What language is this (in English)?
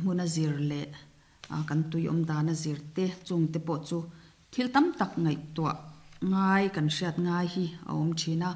Mizo